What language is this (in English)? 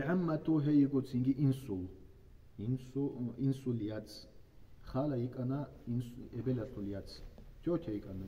Avaric